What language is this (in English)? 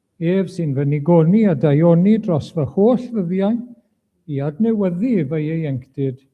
Welsh